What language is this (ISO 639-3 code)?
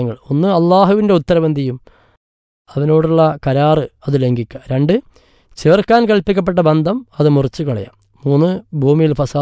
mal